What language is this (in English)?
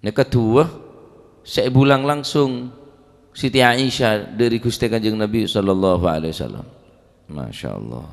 Madurese